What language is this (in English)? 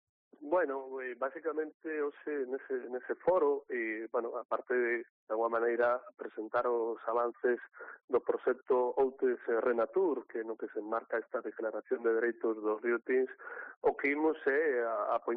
Galician